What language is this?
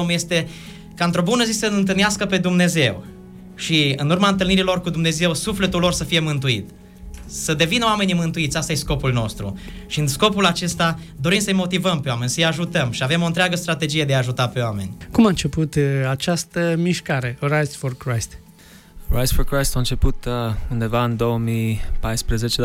Romanian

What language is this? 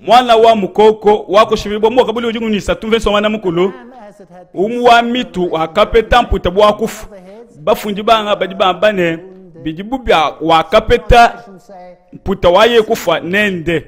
Luba-Lulua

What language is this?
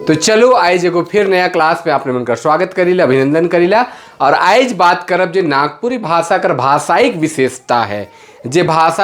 Sadri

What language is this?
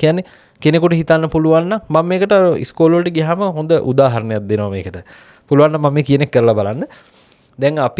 Sinhala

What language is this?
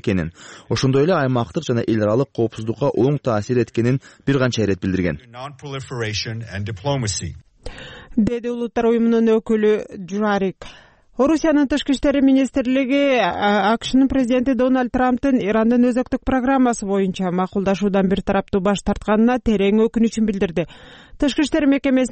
Kyrgyz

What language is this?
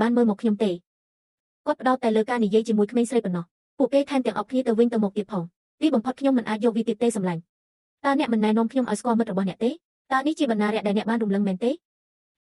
Khmer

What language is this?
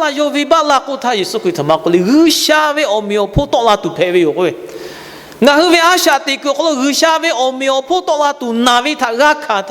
Lahu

